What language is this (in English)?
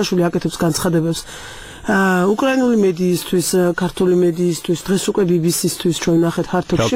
Georgian